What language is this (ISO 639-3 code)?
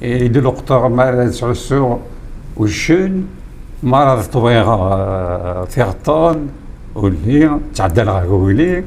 kab